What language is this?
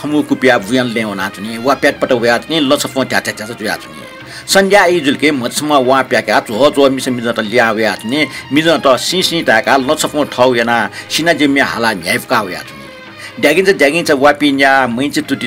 Newari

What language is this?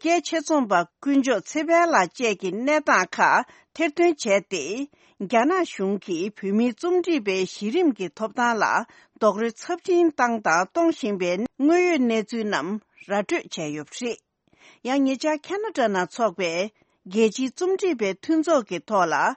Tibetan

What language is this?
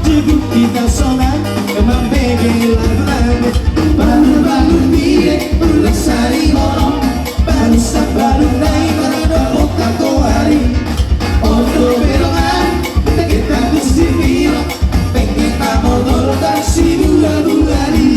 Batak Toba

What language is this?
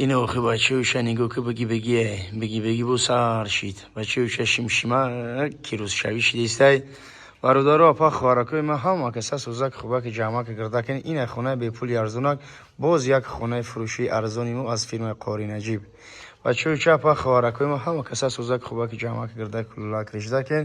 Tajik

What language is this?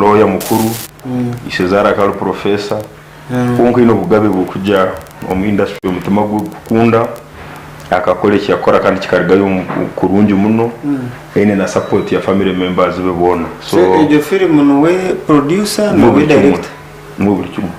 Nyankole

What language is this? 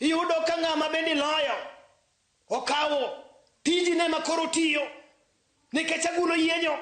Luo (Kenya and Tanzania)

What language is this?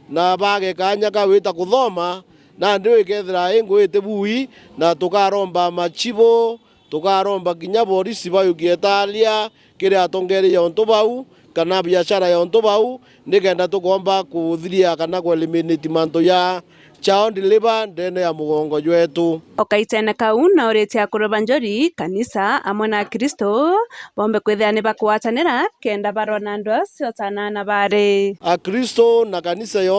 Meru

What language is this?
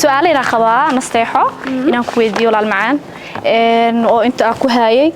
Somali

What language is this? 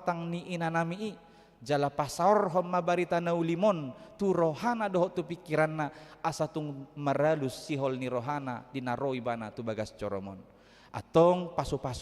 Batak Toba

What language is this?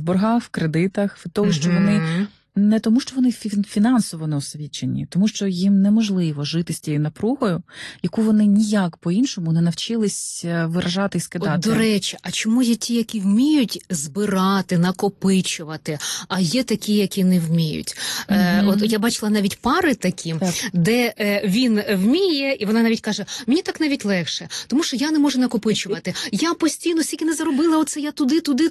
Ukrainian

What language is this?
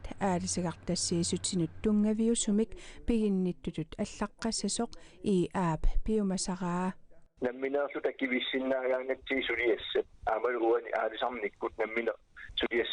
Kalaallisut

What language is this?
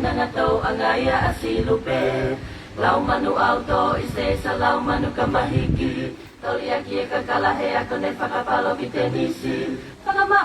Tongan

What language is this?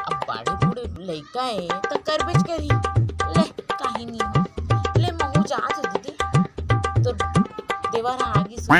Chhattisgarhi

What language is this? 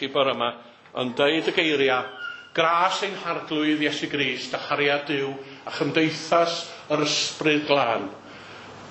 Welsh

